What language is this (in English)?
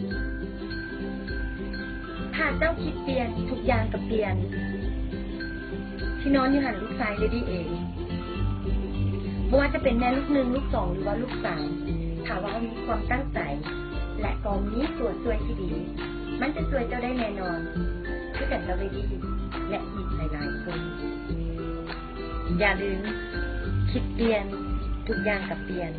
Lao